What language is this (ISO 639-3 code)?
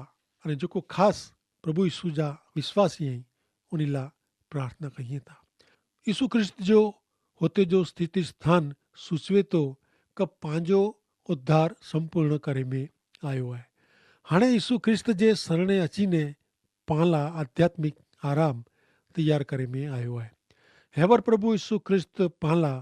kfr